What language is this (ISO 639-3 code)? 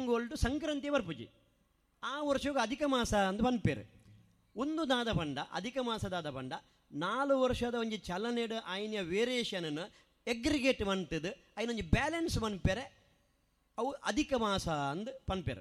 tcy